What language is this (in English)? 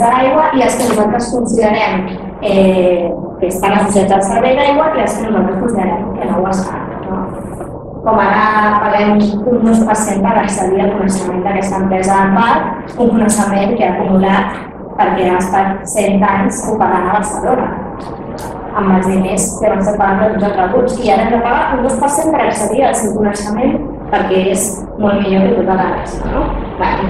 Catalan